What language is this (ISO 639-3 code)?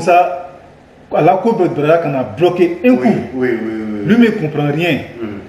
bam